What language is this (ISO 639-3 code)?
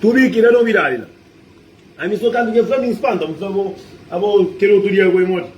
kea